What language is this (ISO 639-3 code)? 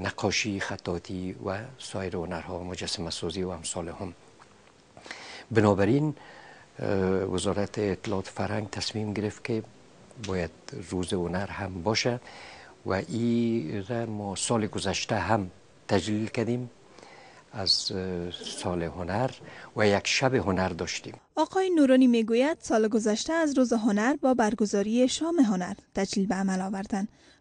fas